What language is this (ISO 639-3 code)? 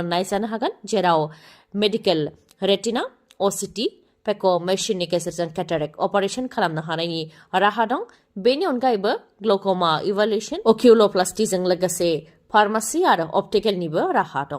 brx